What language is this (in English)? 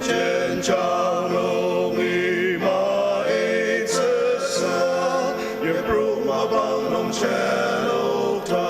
Ao Naga